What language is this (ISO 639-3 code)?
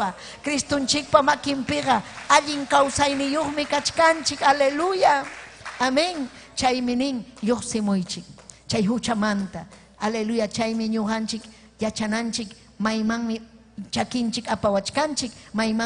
quy